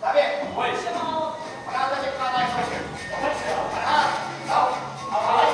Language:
Ossetic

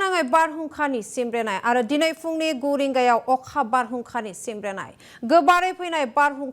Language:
Bodo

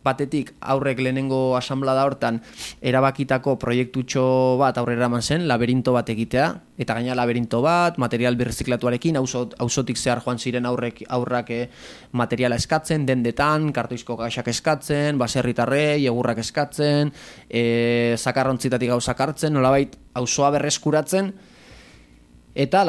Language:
Basque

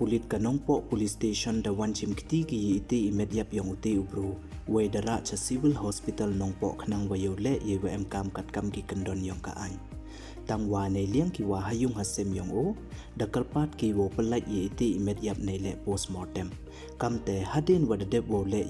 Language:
Pnar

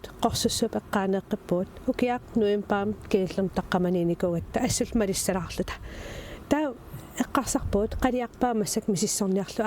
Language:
Kalaallisut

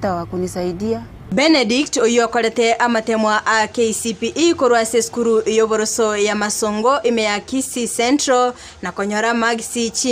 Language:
Gusii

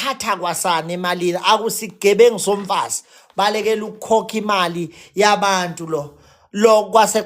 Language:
Zulu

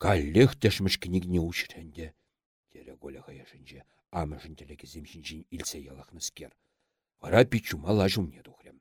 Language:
Chuvash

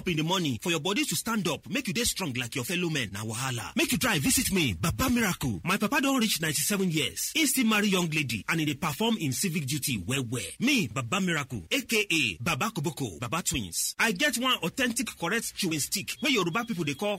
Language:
Nigerian Pidgin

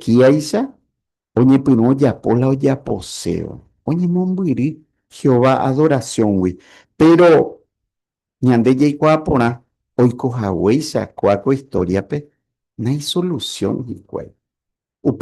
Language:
Guarani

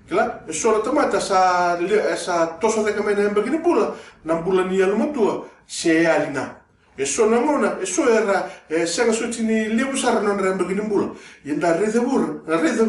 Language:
Fijian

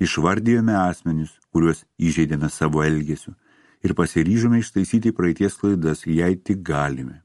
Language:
Lithuanian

